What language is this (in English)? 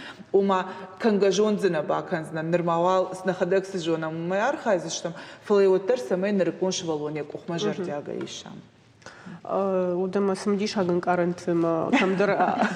Ossetic